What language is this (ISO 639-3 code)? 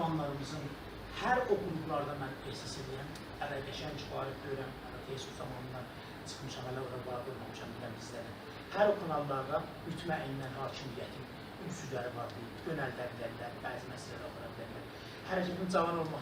azb